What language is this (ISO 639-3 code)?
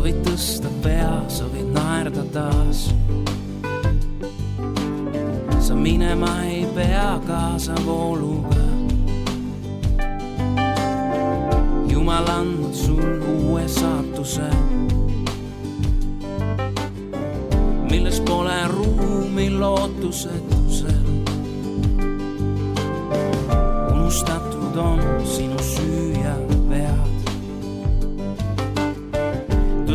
est